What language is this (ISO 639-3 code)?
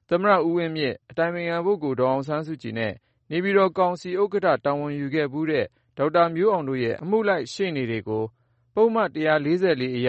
mya